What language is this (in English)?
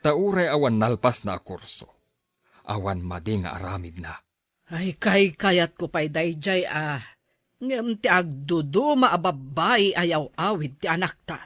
Iloko